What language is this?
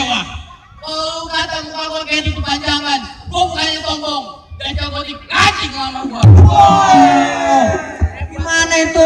Betawi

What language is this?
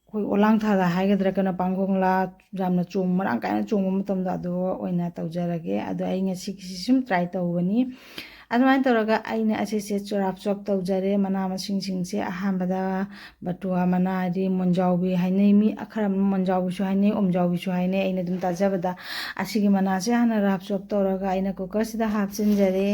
Manipuri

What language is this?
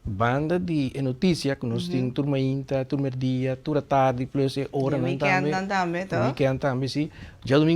Papiamento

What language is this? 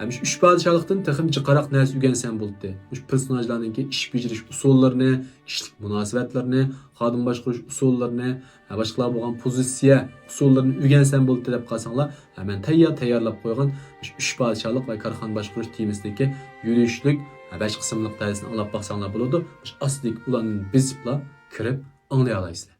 Uyghur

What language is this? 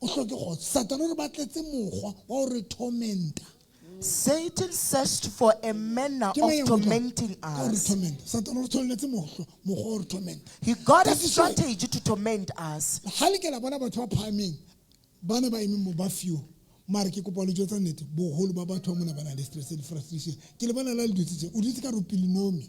Southern Sotho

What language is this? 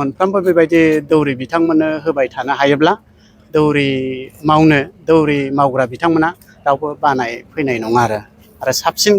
Bodo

